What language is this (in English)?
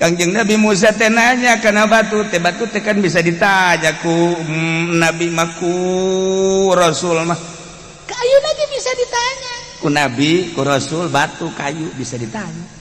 Sundanese